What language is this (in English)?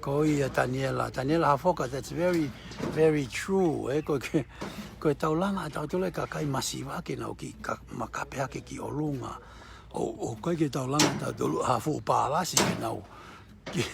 Tongan